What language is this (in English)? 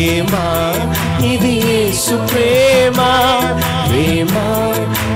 Telugu